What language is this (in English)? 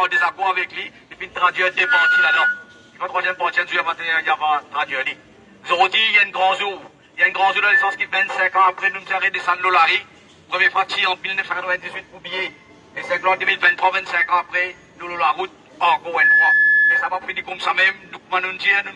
Morisyen